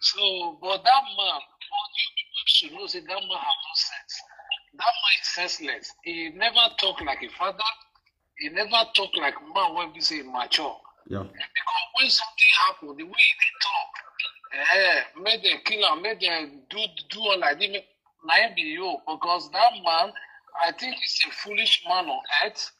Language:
Nigerian Pidgin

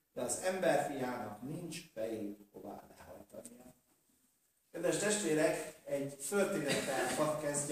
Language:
Hungarian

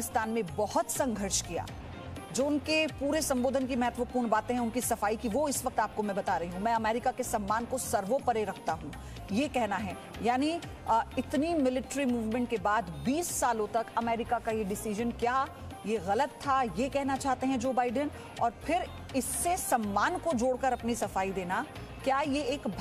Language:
Hindi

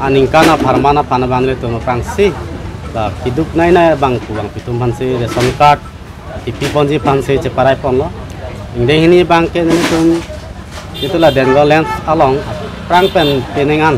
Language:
Karbi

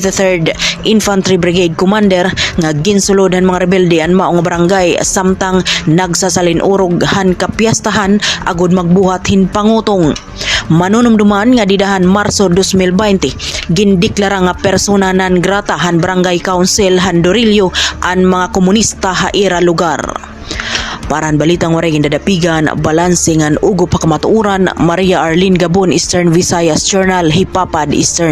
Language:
Waray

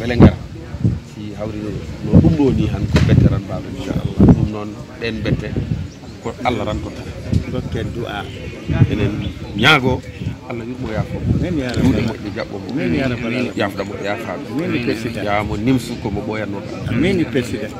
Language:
Fula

